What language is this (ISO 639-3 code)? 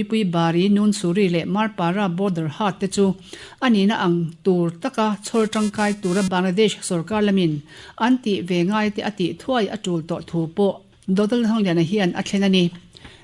lus